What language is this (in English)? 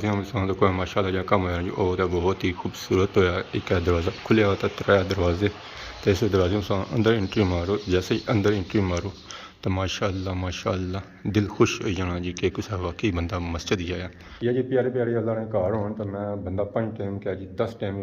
Pahari-Potwari